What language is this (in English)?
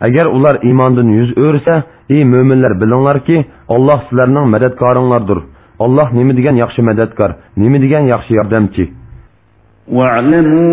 Uyghur